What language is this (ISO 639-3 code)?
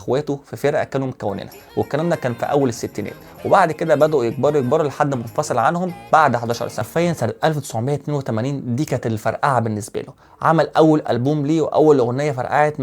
arz